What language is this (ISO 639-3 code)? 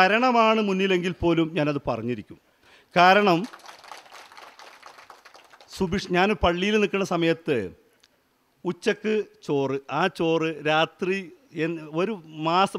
mal